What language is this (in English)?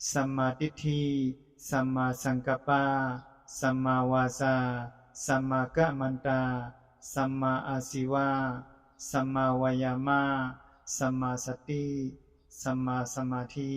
Shan